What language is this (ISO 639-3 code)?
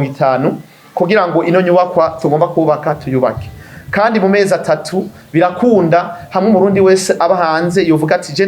run